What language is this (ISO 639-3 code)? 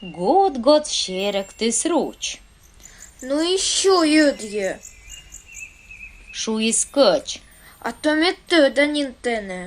kom